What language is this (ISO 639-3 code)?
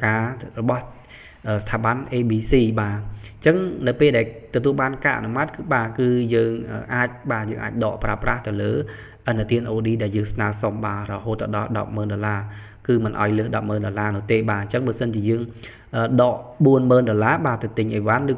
khm